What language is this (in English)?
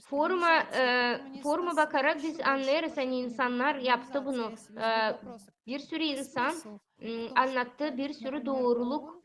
Gagauz